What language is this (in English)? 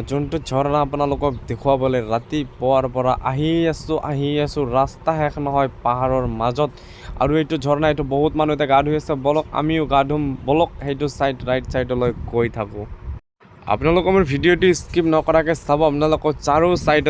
Assamese